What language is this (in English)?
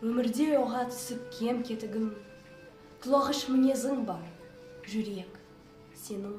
Kazakh